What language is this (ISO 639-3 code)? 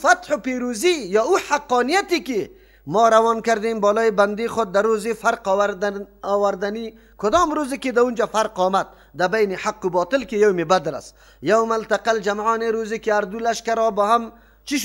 fas